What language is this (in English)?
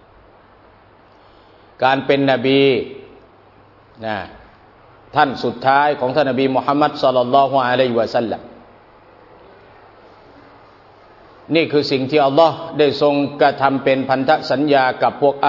Thai